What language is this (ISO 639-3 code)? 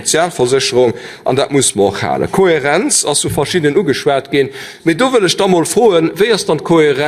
ltz